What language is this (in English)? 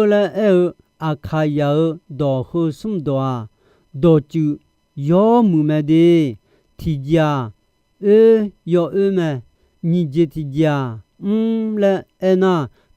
Akha